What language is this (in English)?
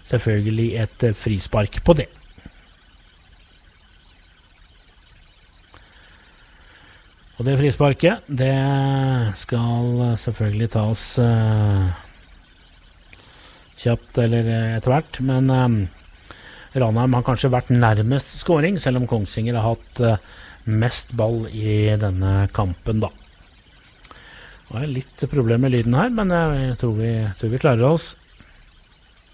Norwegian